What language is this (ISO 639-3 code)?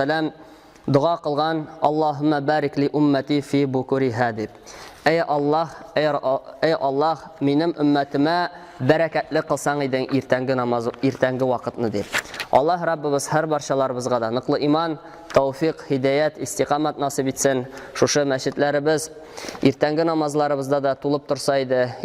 tat